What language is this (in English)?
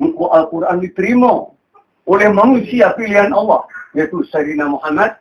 Minangkabau